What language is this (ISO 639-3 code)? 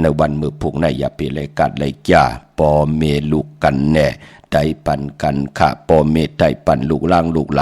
shn